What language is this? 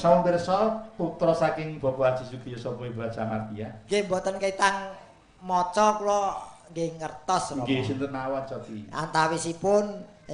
Javanese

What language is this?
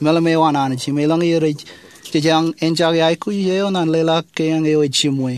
Marshallese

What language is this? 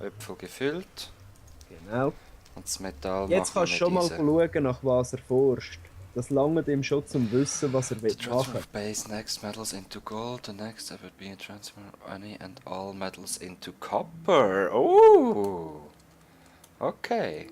Swiss German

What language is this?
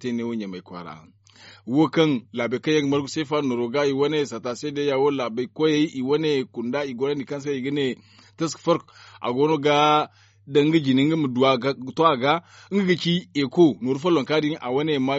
Zarma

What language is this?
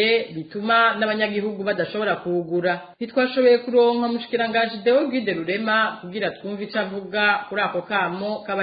Rundi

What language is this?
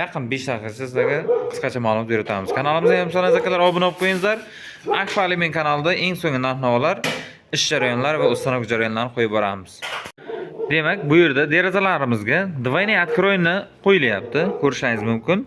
Uzbek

